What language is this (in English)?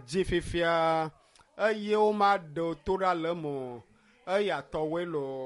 Ewe